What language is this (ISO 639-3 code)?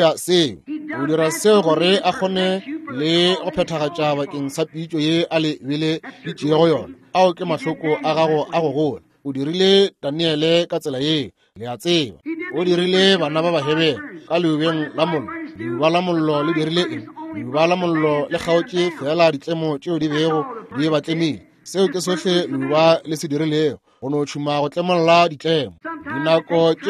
nso